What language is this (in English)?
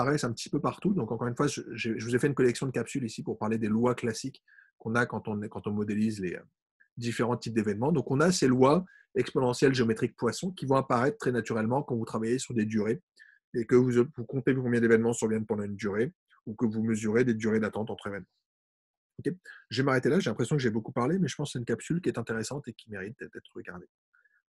French